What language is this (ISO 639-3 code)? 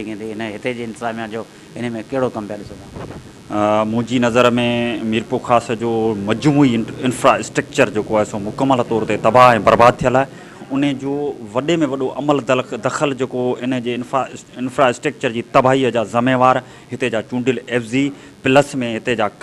snd